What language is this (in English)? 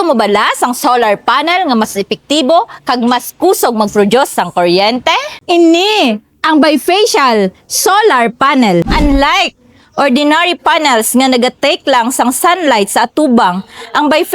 Hiligaynon